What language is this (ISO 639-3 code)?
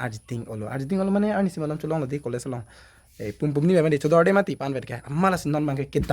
mjw